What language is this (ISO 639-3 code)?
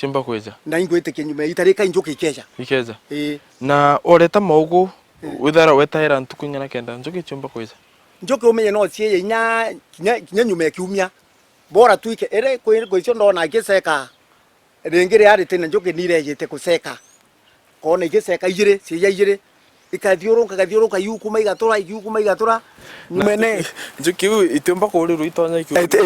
mer